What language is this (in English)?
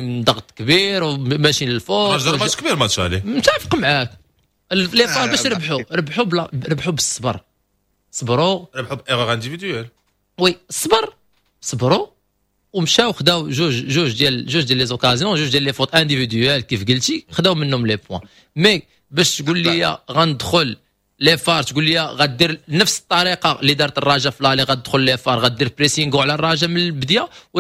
Moroccan Arabic